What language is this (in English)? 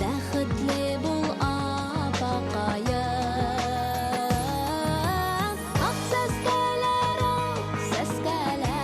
Bashkir